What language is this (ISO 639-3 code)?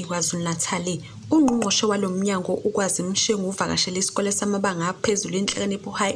zul